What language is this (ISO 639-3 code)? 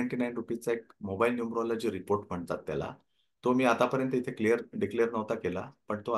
mar